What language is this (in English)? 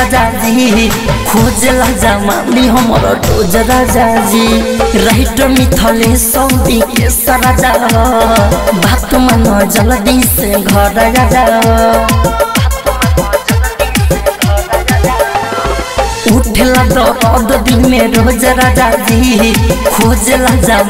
Bhojpuri